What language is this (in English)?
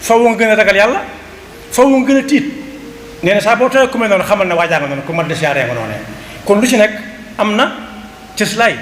Wolof